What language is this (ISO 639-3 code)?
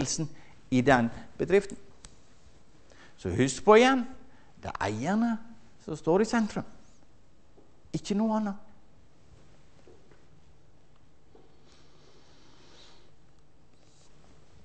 nor